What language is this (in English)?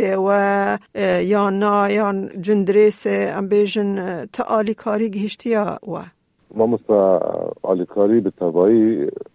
Kurdish